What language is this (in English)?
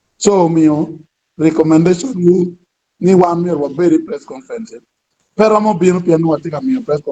Acoli